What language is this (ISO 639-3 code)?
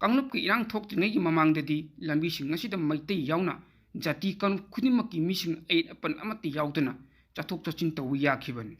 mni